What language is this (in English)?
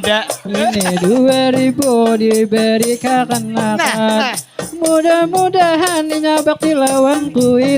Banjar